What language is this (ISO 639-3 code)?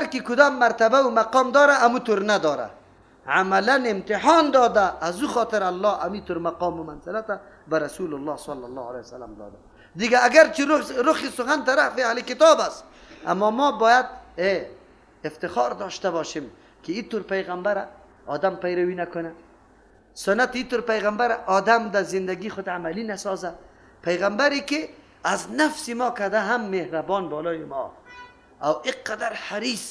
fas